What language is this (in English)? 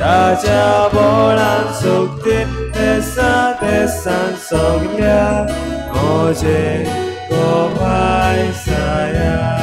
Konkani